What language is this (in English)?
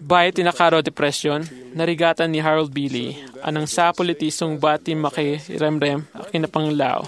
Iloko